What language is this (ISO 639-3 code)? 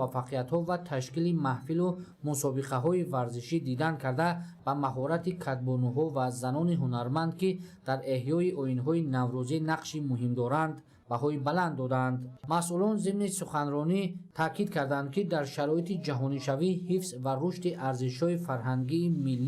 tgk